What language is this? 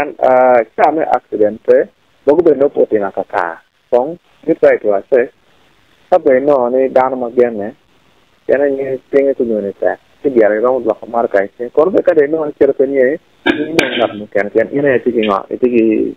Acoli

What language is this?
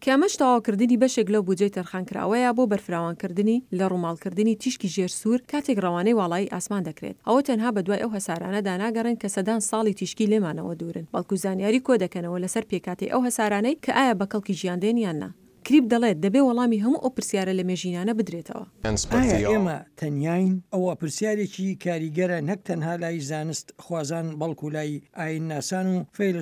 Central Kurdish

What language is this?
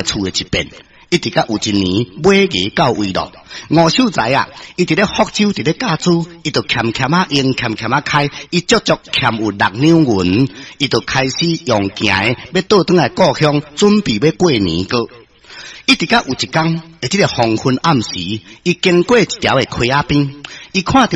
Min Nan Chinese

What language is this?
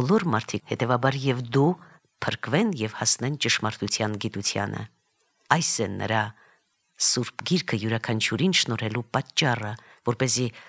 Armenian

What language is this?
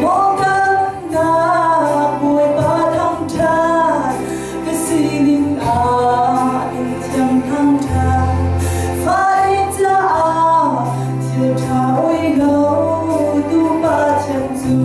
Hakha Chin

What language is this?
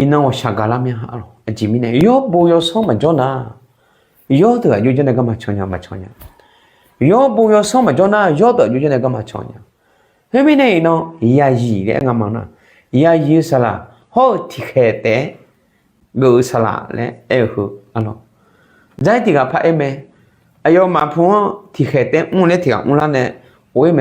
Akha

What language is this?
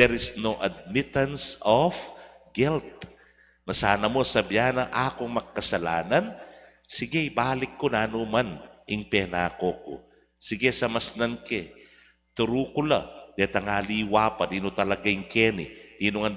Pampanga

